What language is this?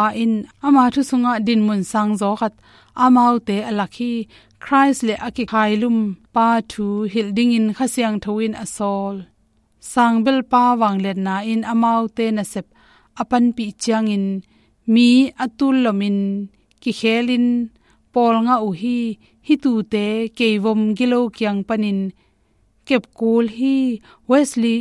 Tedim Chin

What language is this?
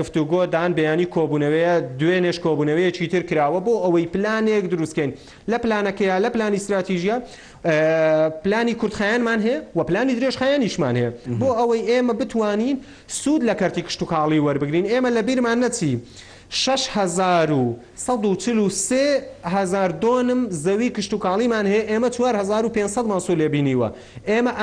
Central Kurdish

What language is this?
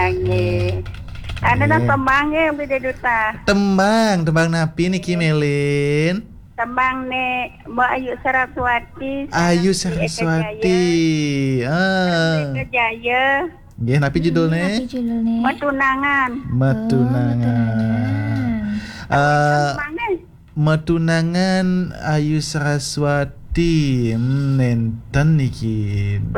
Balinese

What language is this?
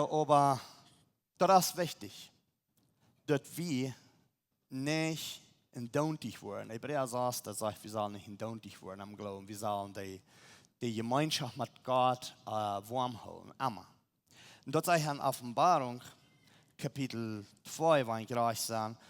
Plautdietsch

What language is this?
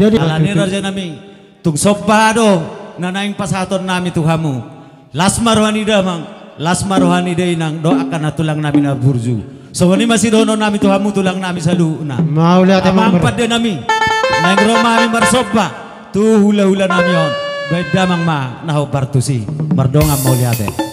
Batak Toba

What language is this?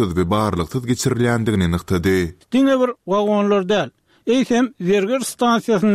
Turkmen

